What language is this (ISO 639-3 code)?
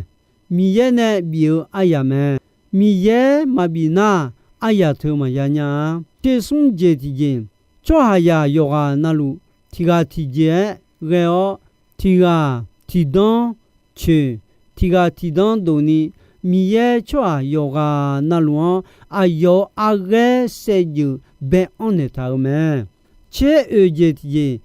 ahk